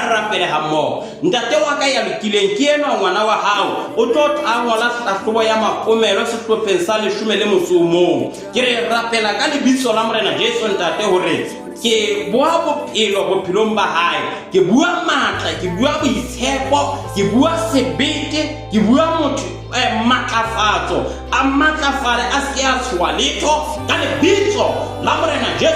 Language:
Southern Sotho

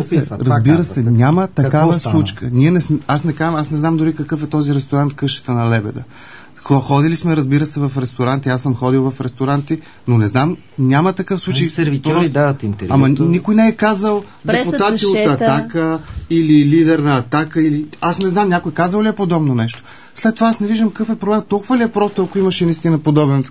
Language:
Bulgarian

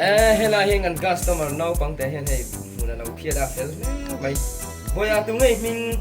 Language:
Mizo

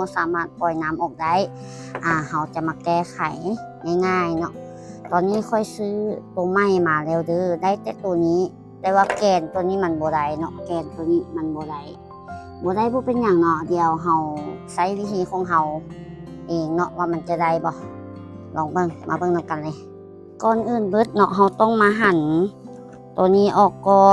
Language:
Lao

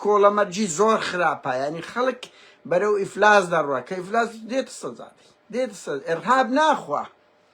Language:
Central Kurdish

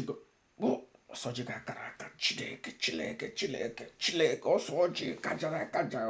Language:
Igbo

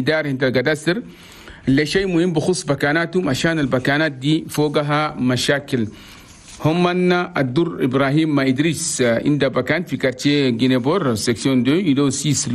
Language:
Chadian Arabic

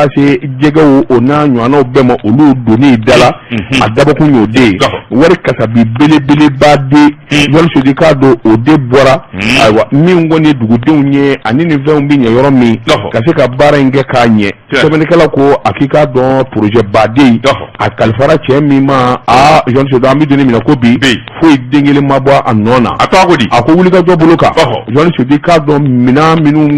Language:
Bambara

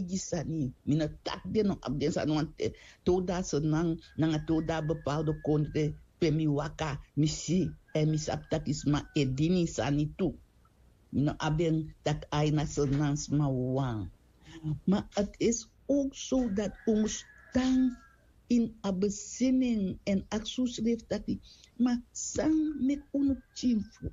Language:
Sranan Tongo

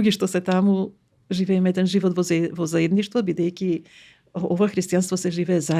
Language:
Macedonian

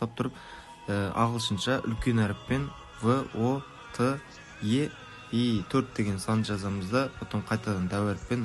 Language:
Kara-Kalpak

